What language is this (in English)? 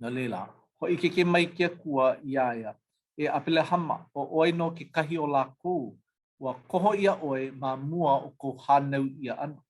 Hawaiian